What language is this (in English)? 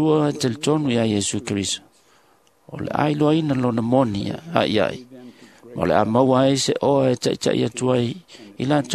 Samoan